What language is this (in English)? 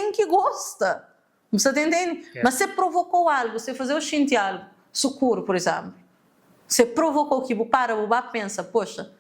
Kabuverdianu